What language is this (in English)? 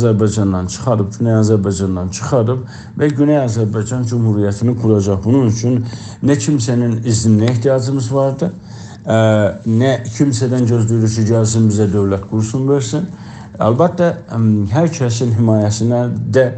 South Azerbaijani